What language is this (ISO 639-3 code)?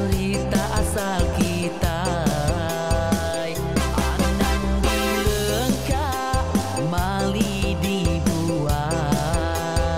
iba